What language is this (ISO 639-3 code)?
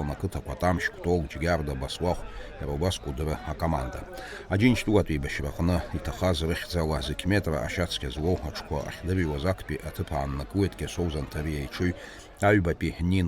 abk